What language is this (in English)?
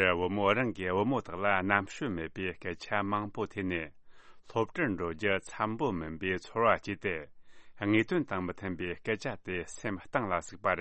Tibetan